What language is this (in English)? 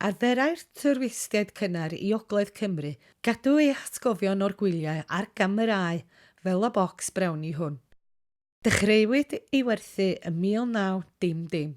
Welsh